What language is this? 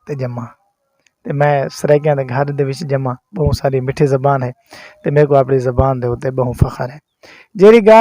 Saraiki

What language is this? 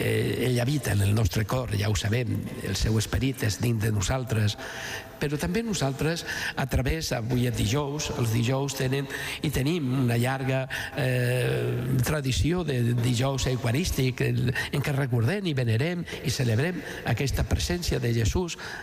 Catalan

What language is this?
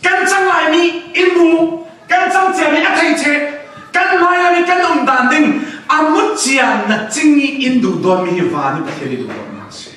Falam Chin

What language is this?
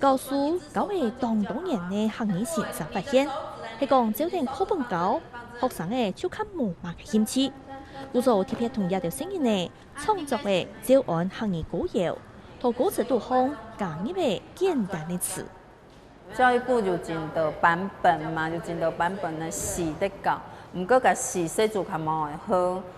Hakka Chinese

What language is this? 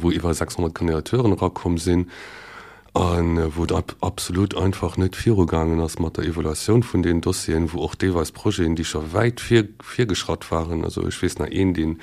Luxembourgish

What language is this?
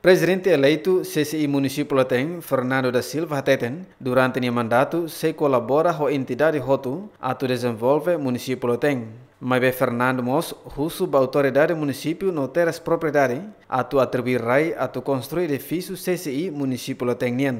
Tetum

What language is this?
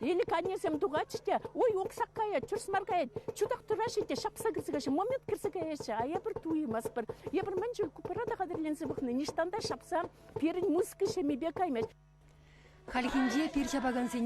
Chuvash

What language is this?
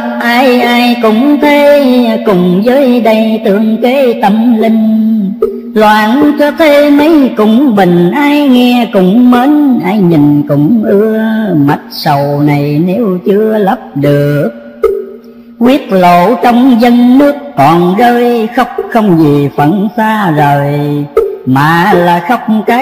Vietnamese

